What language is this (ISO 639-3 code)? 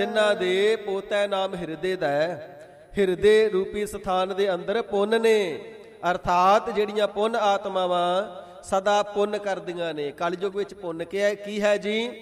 pan